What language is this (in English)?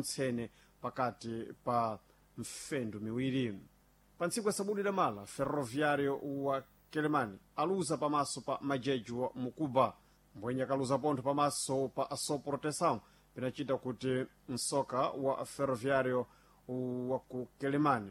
Sena